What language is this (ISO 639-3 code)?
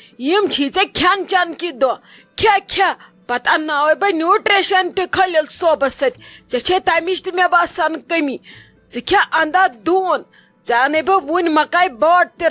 kas